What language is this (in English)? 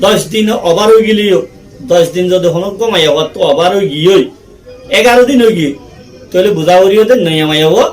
Rohingya